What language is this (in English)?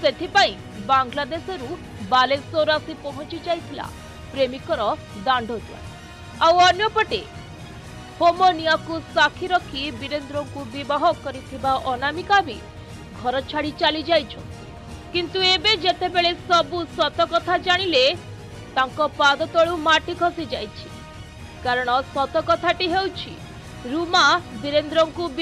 Odia